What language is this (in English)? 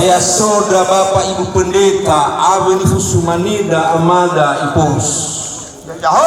Nias